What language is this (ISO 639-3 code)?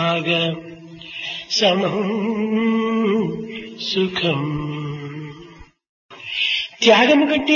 tel